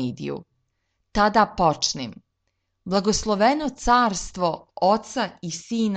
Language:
Serbian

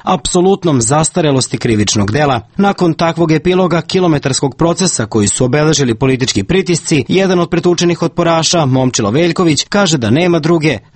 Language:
Serbian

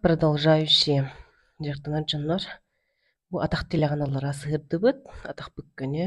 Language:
Yakut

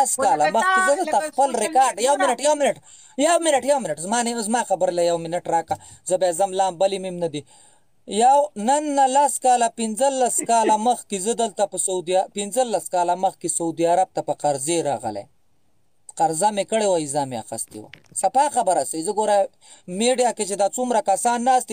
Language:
Pashto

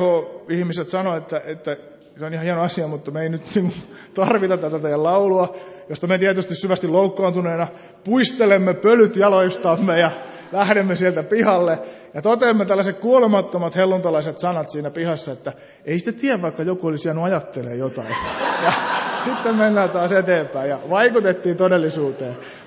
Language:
Finnish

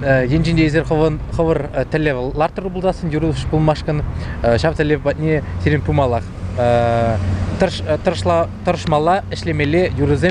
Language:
Chuvash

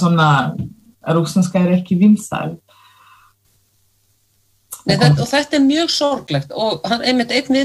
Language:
Icelandic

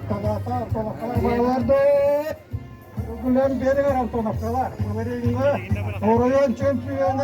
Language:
Yakut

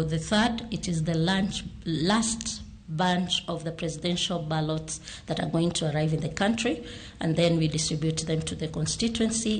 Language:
Luo (Kenya and Tanzania)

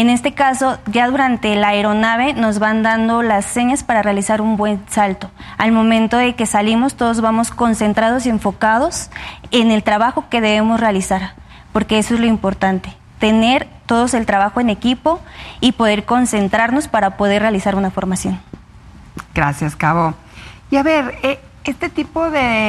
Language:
Spanish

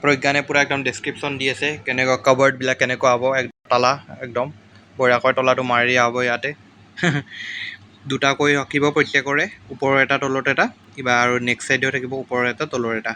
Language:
Assamese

